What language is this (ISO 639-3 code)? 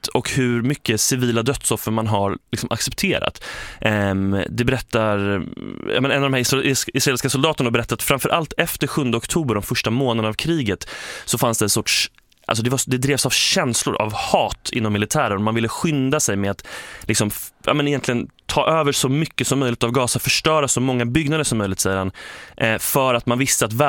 swe